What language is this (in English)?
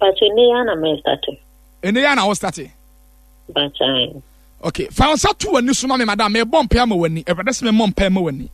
Akan